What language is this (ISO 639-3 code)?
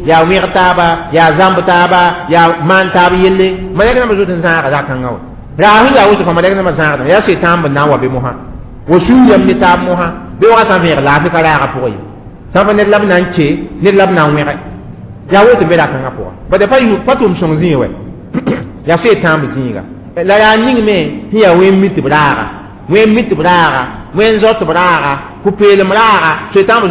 mos